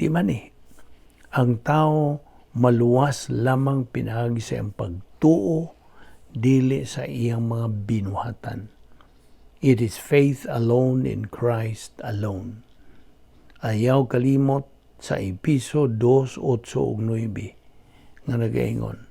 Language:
Cebuano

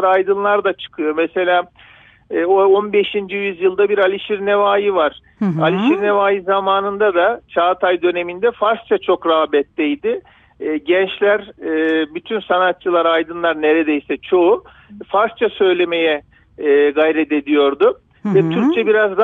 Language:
Turkish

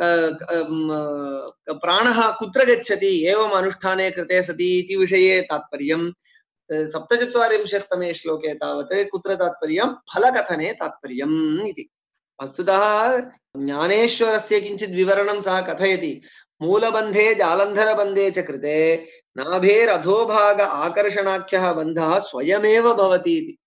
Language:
Sanskrit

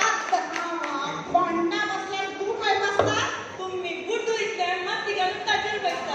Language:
Konkani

